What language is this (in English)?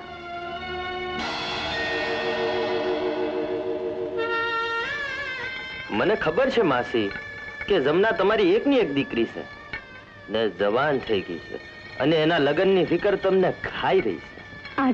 Gujarati